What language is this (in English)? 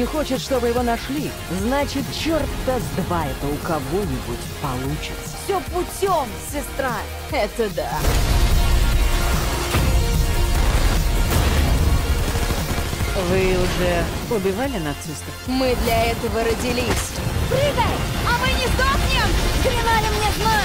Russian